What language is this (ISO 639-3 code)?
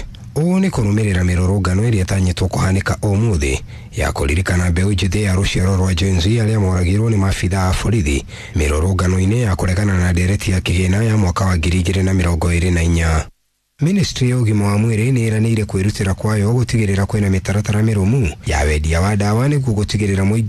kik